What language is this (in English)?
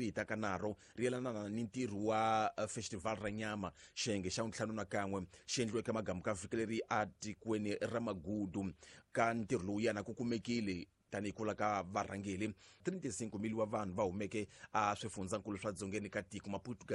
Tsonga